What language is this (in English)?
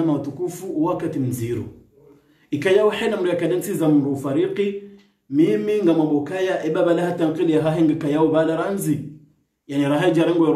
Swahili